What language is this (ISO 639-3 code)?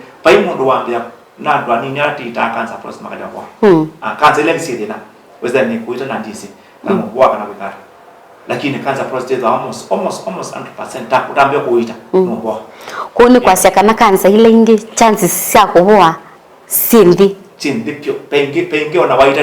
kam